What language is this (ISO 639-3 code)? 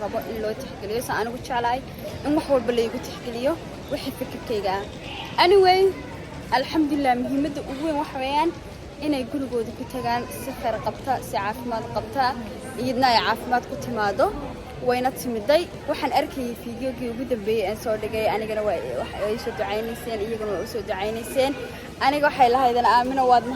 som